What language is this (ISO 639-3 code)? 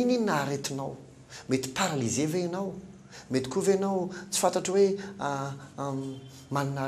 mlg